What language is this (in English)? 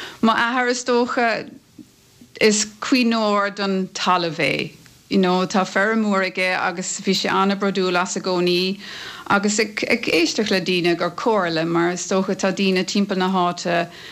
Irish